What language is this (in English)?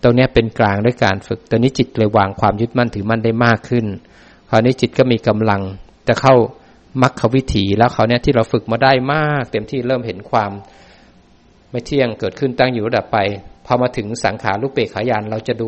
Thai